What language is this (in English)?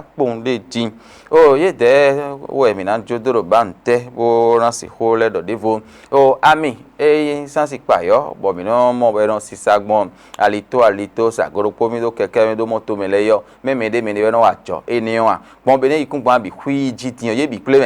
Fon